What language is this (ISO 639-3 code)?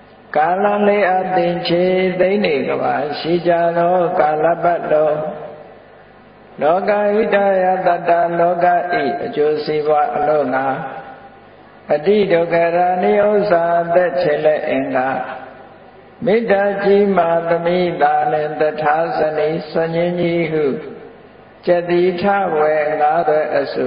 mya